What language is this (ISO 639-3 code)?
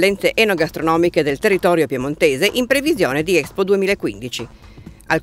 ita